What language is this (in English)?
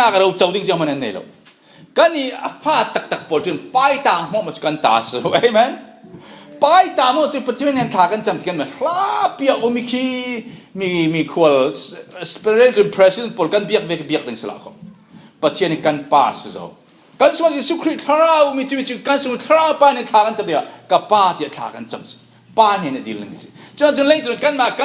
Falam Chin